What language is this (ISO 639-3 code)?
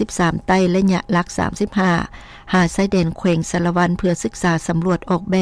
lao